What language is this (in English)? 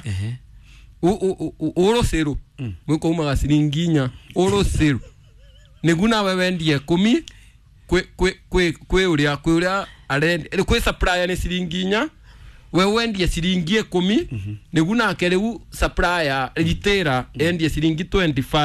Kikuyu